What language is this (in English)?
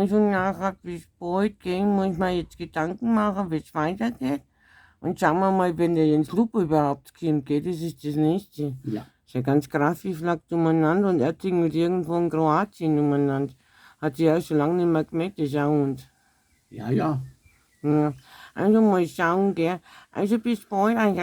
Bavarian